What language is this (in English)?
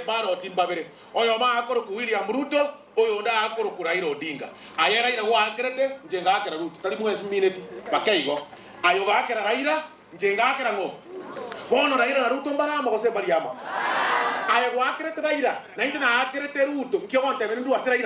Gusii